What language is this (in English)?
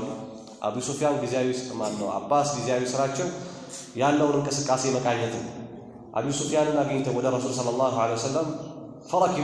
Amharic